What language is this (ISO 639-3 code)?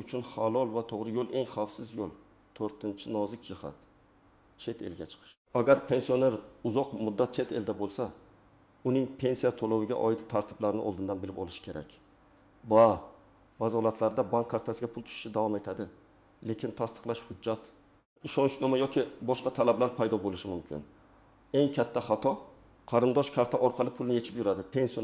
uzb